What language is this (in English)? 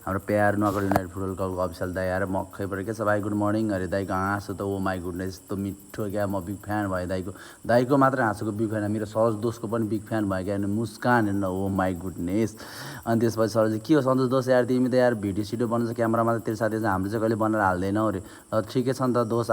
Nepali